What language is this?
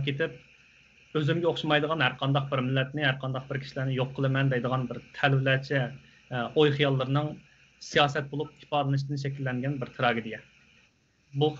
Uyghur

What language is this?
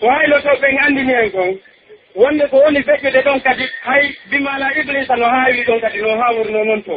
Pular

